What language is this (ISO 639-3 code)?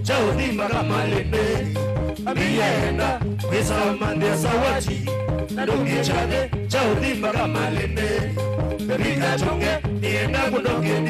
kam